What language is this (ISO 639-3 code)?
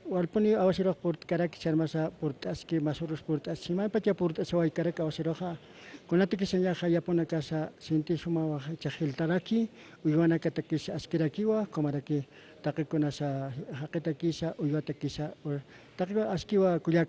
aym